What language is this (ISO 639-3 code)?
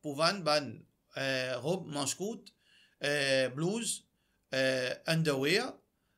mfe